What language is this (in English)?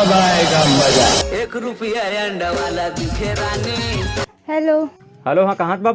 Chhattisgarhi